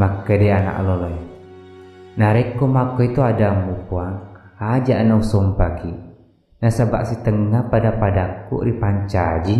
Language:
Buginese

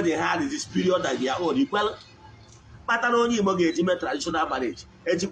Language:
Igbo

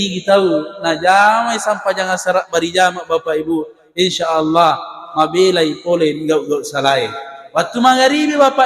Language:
Buginese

